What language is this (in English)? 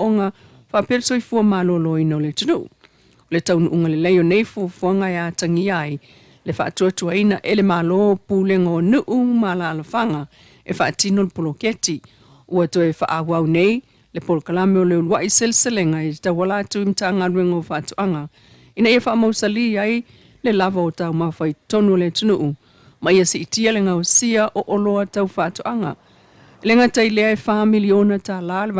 Samoan